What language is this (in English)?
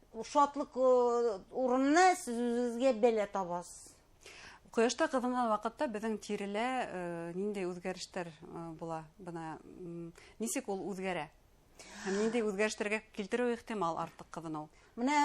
Bashkir